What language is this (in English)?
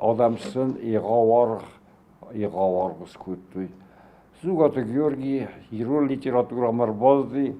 Ossetic